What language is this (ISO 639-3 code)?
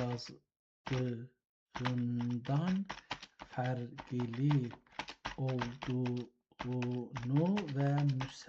azb